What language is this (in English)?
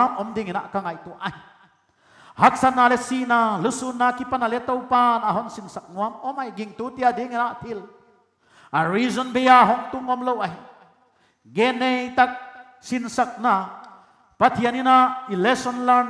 Paite Chin